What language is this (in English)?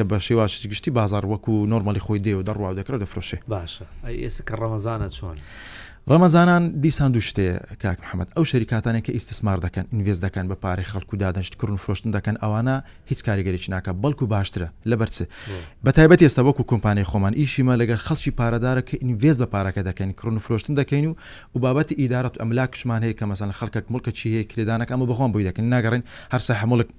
Central Kurdish